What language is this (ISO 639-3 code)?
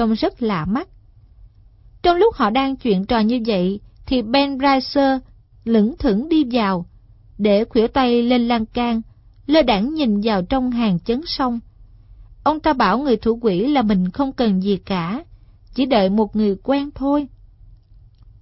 vie